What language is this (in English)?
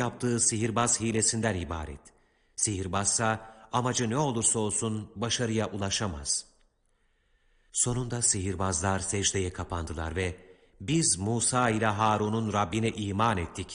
Turkish